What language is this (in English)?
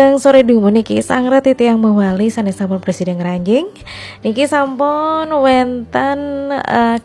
Balinese